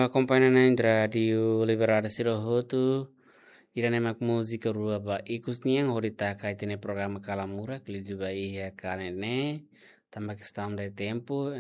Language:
Tetum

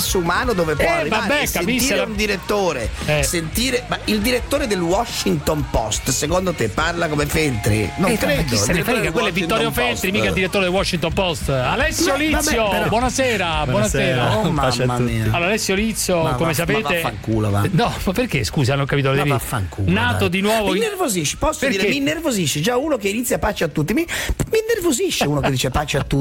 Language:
Italian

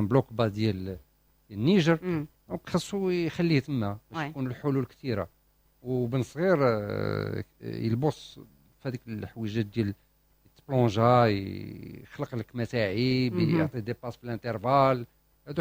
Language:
Moroccan Arabic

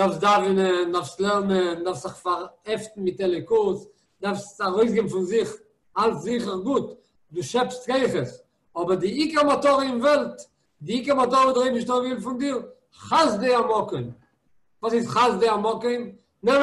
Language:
Yiddish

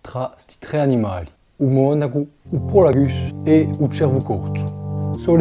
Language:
Corsican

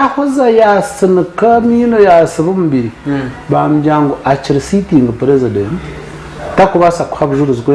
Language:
Nyankole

